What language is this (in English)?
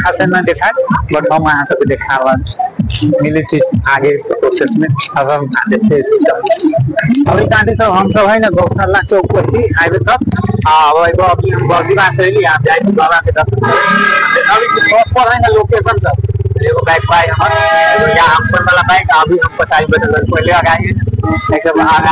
Maithili